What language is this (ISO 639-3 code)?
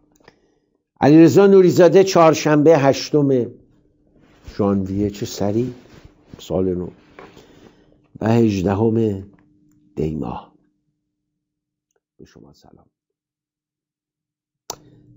fas